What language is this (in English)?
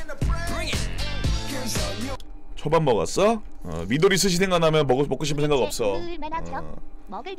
Korean